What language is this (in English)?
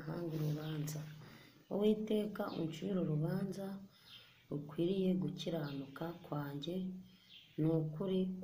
Kinyarwanda